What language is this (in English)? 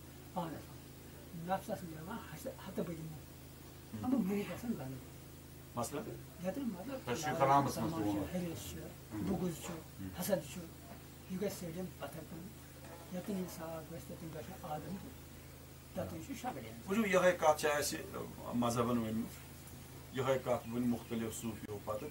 Kashmiri